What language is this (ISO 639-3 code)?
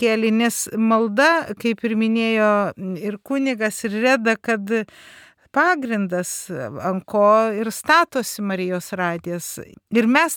lit